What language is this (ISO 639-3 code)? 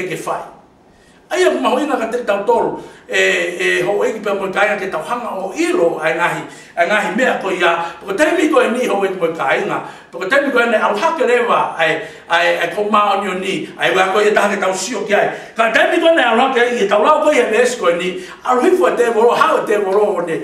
ton